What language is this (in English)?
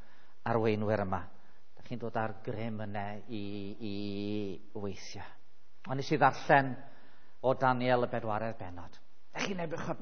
Welsh